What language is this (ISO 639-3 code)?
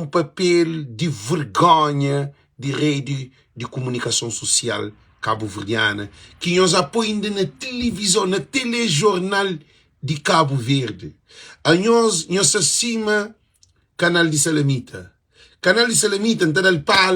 kea